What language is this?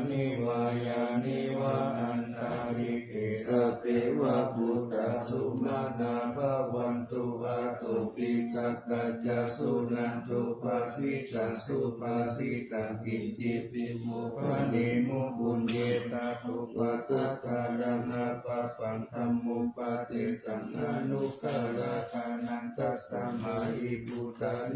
Pali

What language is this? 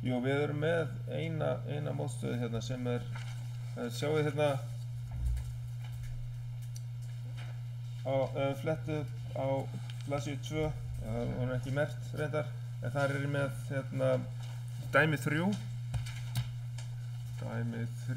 Icelandic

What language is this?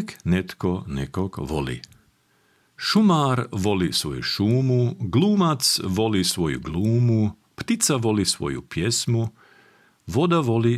Croatian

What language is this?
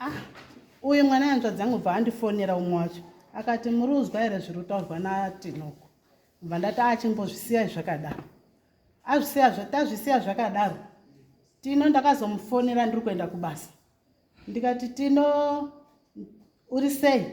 Shona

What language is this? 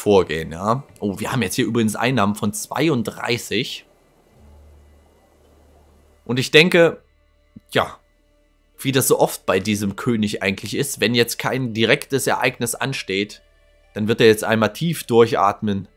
German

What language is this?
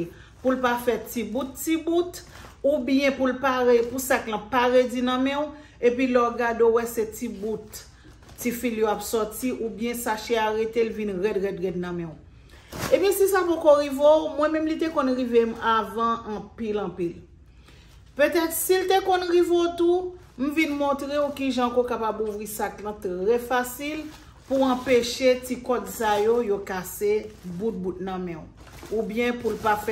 Haitian Creole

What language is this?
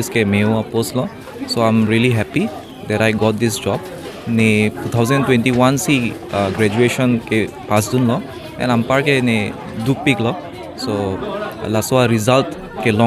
Karbi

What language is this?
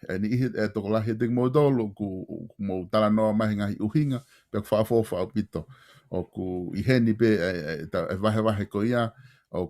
Tongan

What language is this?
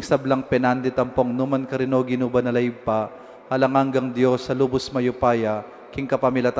Pampanga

